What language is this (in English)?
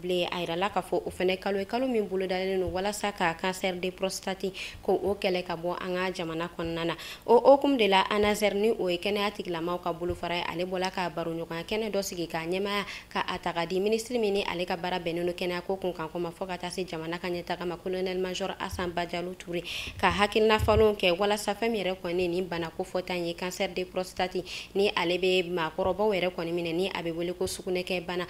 Bambara